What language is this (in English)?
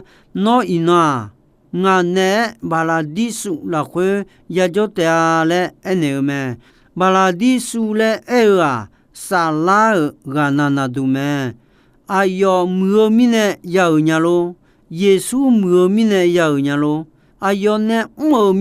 Akha